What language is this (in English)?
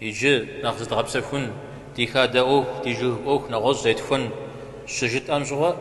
Kabardian